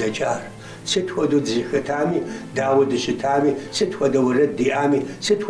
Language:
Kabardian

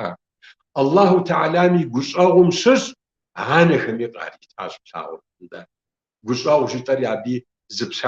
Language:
Kabardian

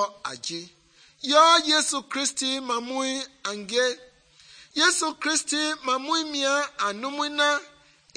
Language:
Mende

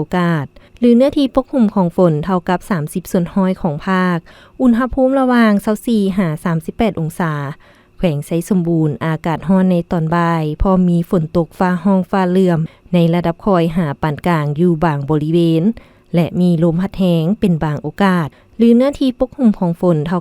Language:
Lao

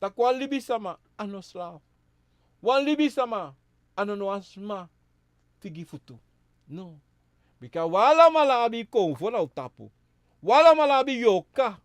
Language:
Sranan Tongo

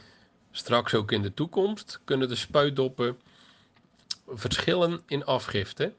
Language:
Dutch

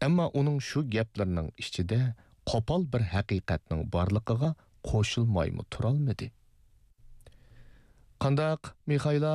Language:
Uyghur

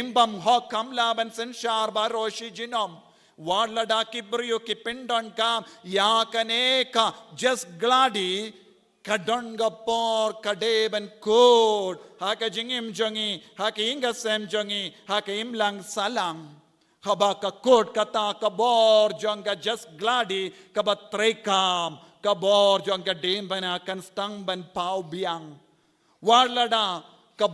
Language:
Khasi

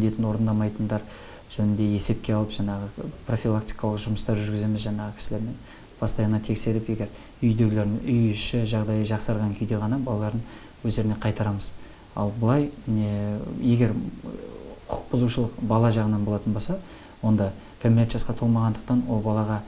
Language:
Kazakh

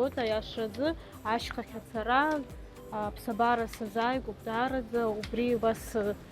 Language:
Abkhazian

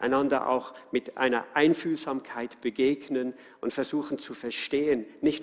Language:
Swiss German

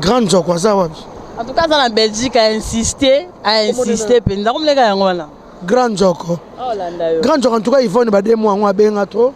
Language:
Lingala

